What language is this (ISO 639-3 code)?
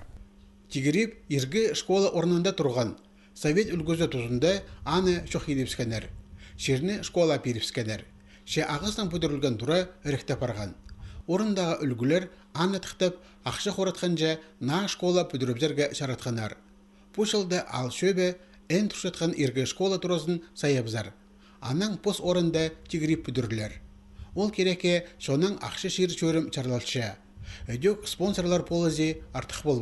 kjh